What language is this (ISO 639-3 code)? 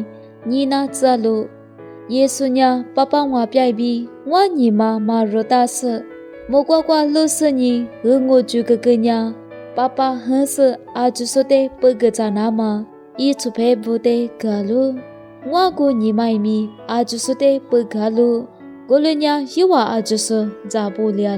lis